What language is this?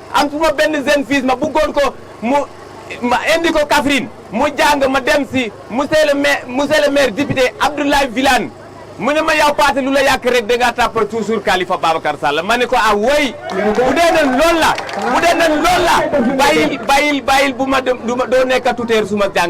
Wolof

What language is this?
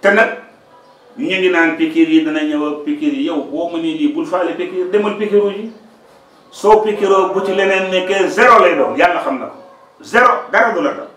Wolof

